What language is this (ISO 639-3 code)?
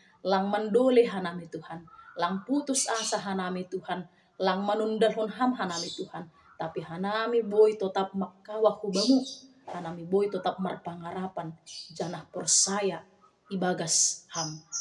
bts